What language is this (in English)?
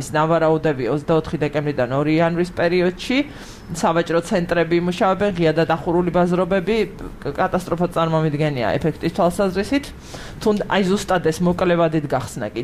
Georgian